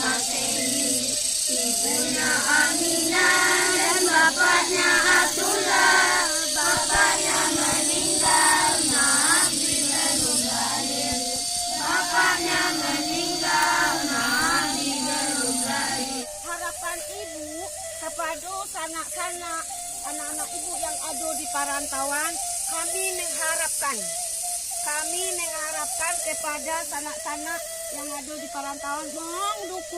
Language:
Minangkabau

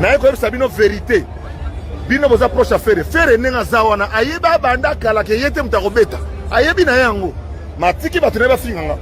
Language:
Lingala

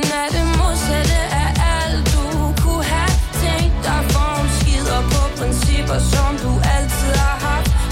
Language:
Danish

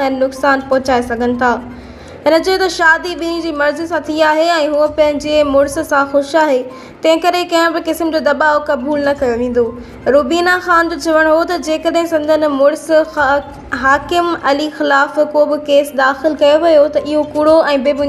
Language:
Sindhi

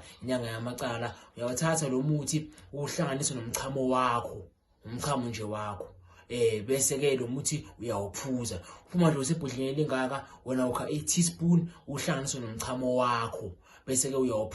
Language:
Zulu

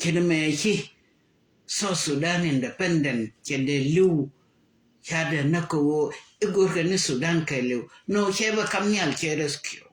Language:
Nuer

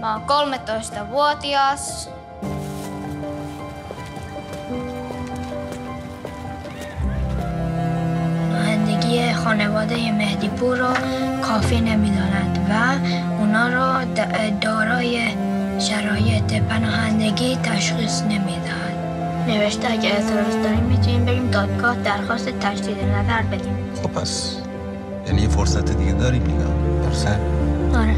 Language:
Persian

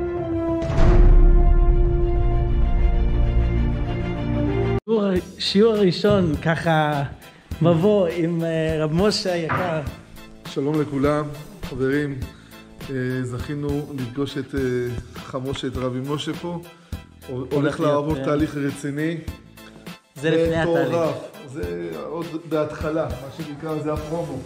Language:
Hebrew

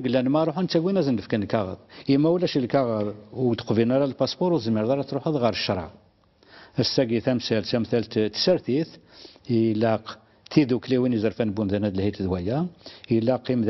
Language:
Kabyle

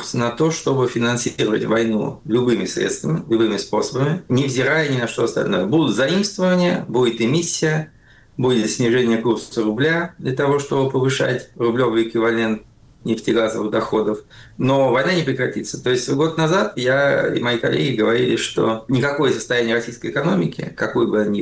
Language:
Russian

